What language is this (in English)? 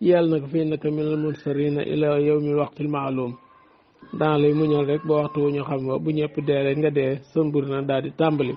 Wolof